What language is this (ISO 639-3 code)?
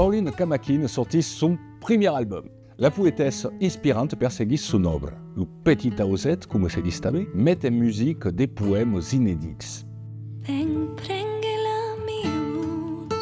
oci